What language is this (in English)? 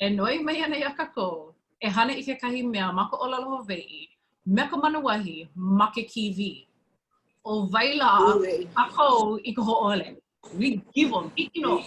Hawaiian